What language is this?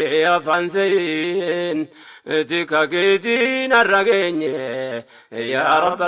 Oromo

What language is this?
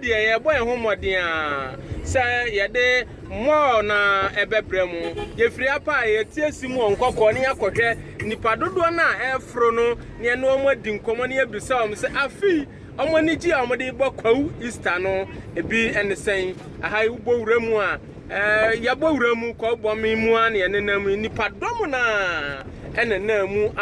Akan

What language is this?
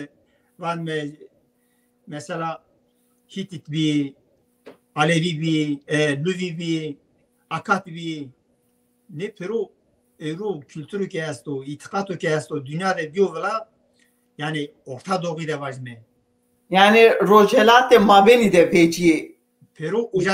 Zaza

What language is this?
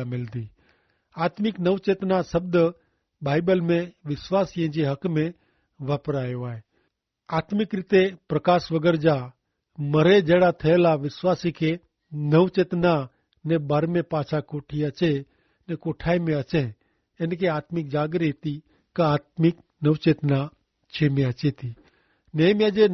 Kachhi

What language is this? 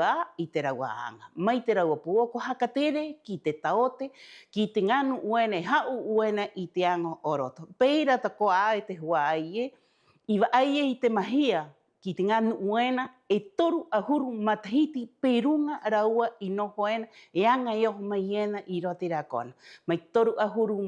Rapanui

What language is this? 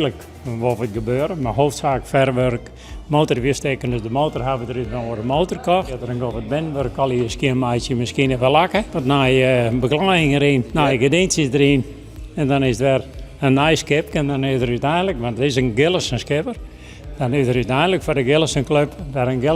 Western Frisian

